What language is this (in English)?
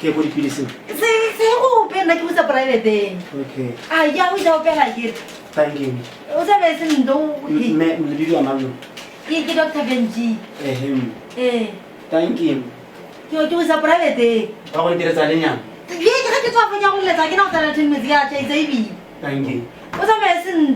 Tswana